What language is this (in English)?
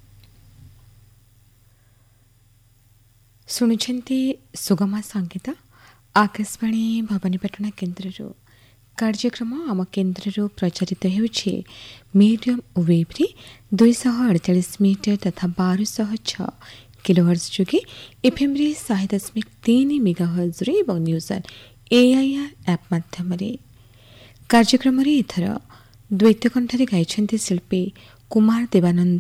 Odia